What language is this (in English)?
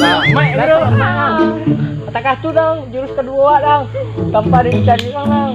Minangkabau